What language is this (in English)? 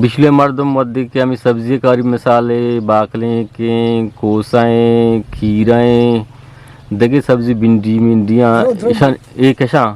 Eastern Balochi